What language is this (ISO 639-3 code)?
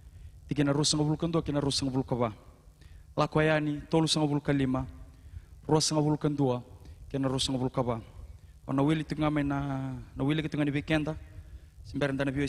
fij